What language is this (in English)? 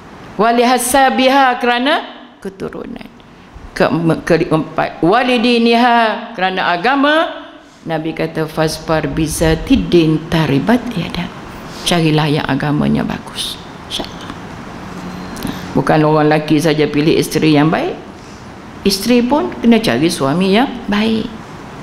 Malay